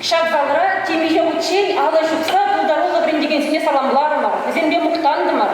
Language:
Chuvash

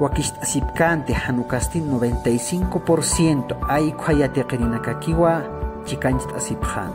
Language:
Aymara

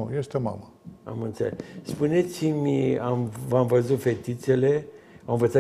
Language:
Romanian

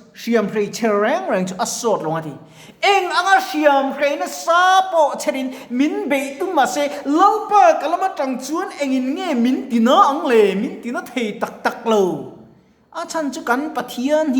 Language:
Mizo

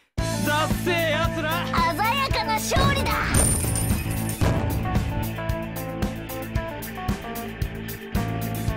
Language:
Japanese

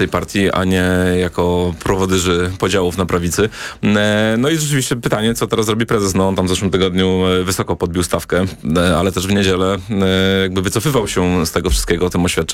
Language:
Polish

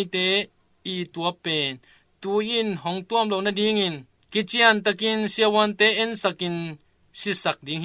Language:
Tedim Chin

